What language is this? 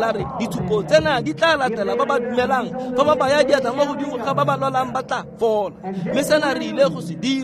Tswana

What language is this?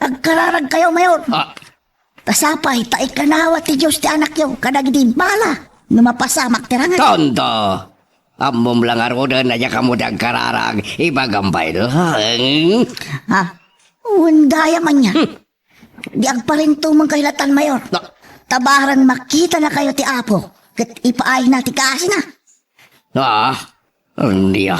Iloko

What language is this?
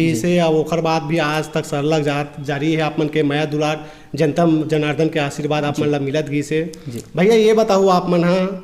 Chhattisgarhi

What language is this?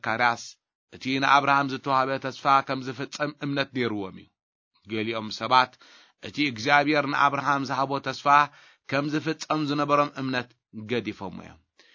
Tigrinya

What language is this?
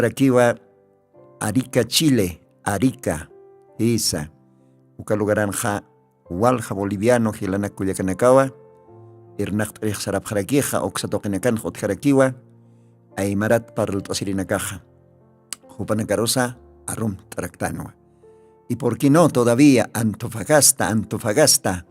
Aymara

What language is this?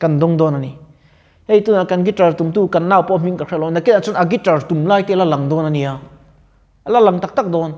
Mizo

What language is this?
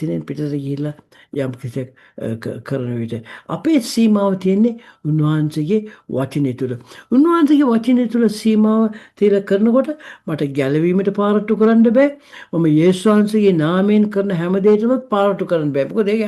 Sinhala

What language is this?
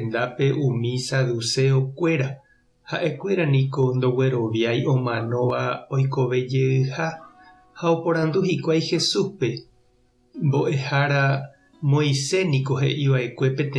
Guarani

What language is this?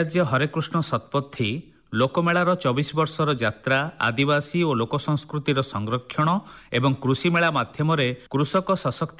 Odia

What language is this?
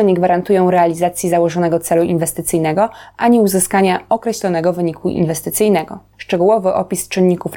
Polish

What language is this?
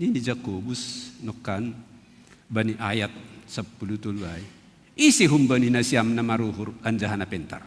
Batak Simalungun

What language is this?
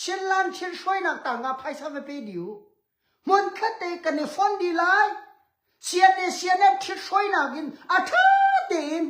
Hakha Chin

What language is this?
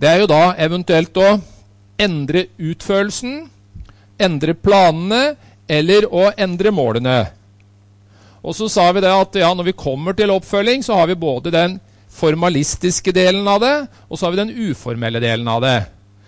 Norwegian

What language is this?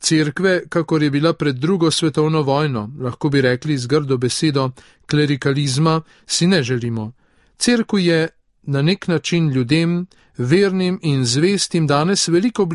Slovenian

